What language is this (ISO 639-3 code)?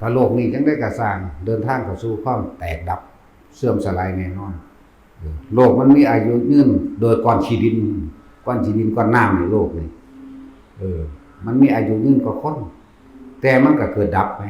tts